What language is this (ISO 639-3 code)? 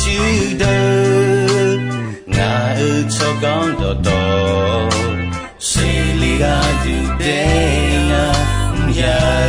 ahk